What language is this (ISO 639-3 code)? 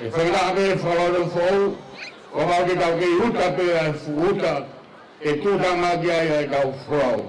ton